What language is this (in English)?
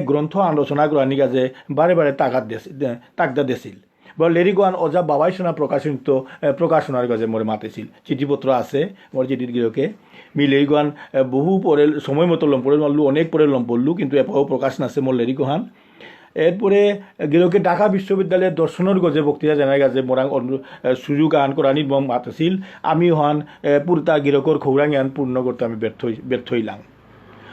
Bishnupriya